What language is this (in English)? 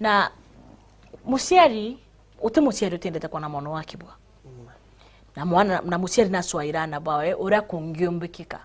Meru